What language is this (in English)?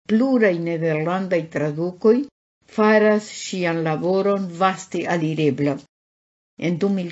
Esperanto